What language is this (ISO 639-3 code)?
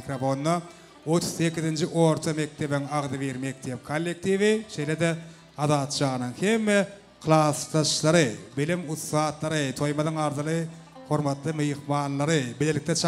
tuk